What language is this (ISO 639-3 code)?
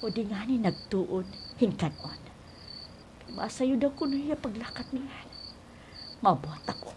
war